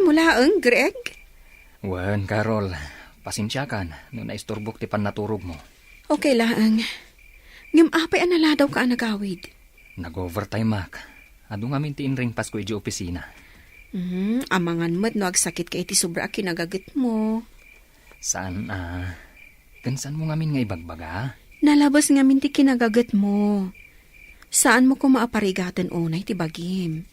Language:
Iloko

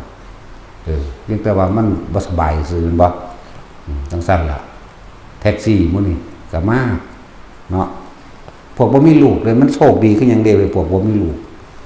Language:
Northeastern Thai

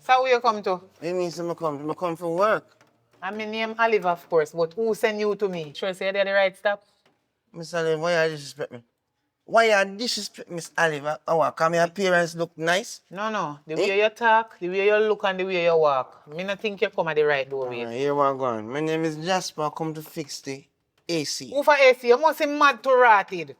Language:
Jamaican Creole English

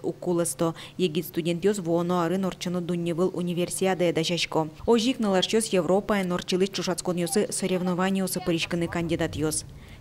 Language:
Udmurt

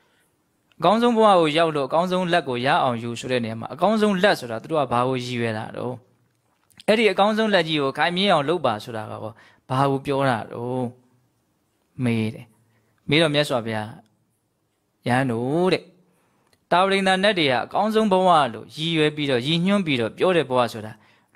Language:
Burmese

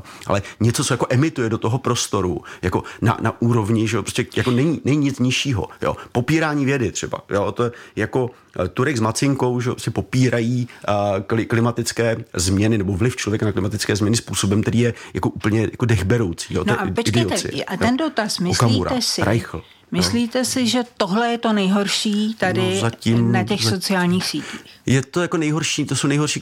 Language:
Czech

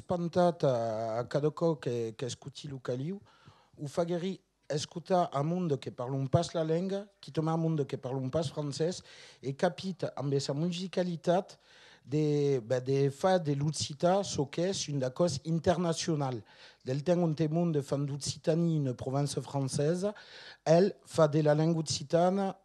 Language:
Occitan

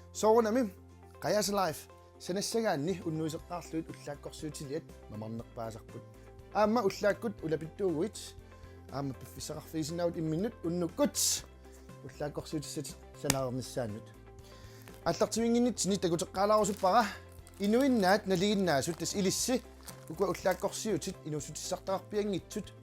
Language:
Kalaallisut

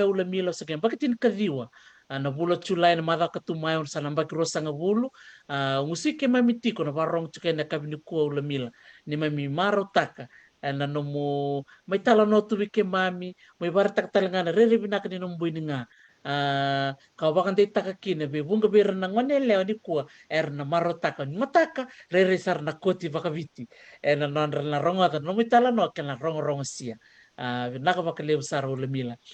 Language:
Fijian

